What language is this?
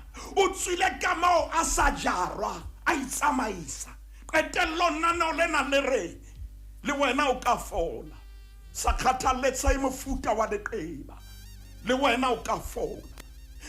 Southern Sotho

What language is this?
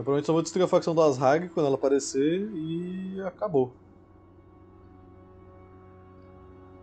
Portuguese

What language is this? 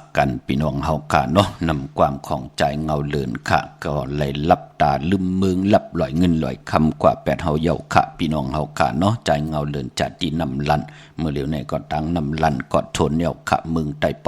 Shan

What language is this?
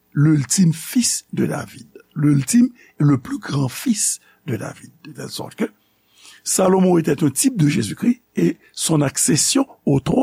Haitian Creole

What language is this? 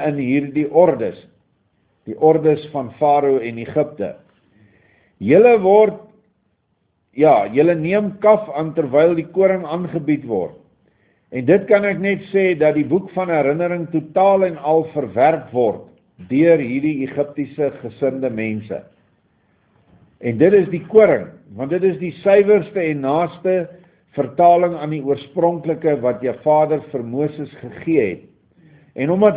Afrikaans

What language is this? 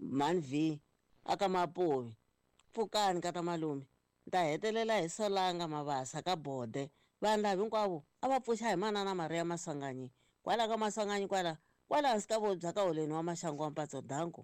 Tsonga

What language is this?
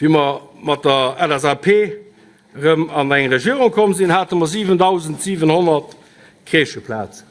Luxembourgish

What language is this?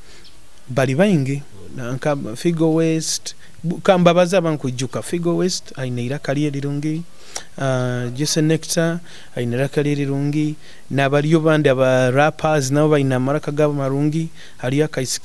Nyoro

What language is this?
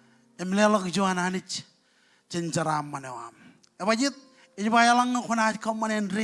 Marshallese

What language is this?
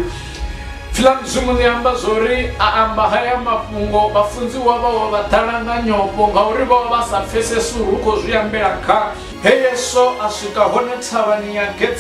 Venda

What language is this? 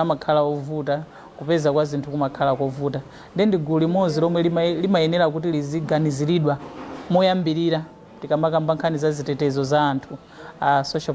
Nyanja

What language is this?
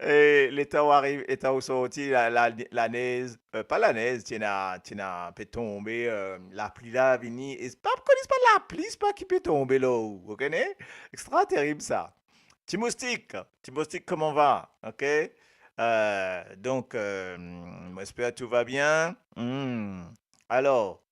Morisyen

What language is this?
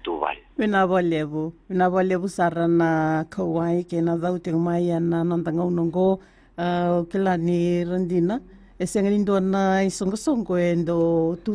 Fijian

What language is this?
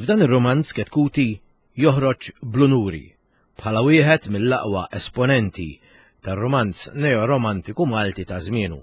Maltese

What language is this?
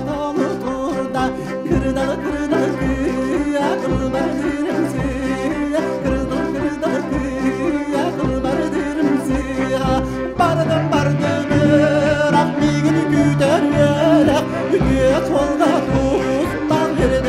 Yakut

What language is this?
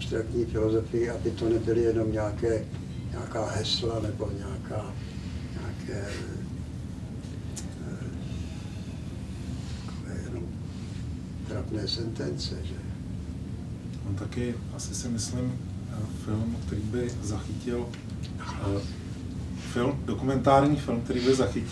Czech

